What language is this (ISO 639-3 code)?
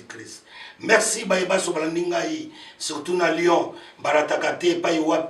lin